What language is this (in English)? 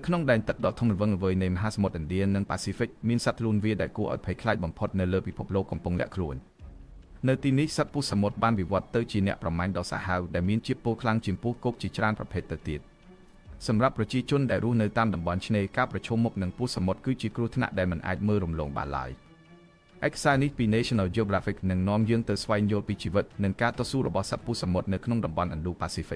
Khmer